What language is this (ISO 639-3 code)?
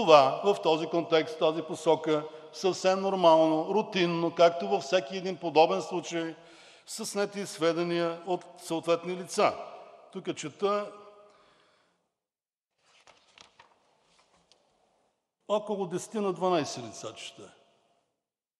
bul